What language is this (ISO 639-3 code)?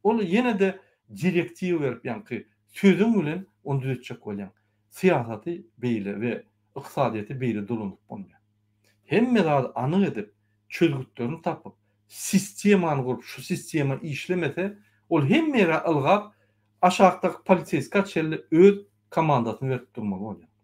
tuk